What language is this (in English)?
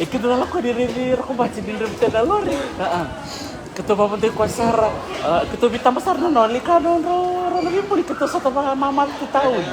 Fijian